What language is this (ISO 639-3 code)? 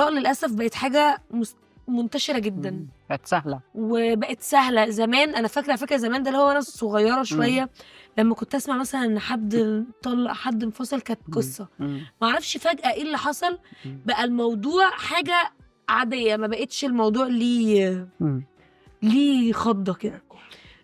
arz